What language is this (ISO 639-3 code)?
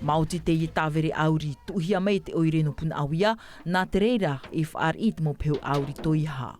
tah